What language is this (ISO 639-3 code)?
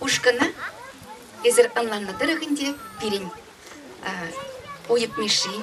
chv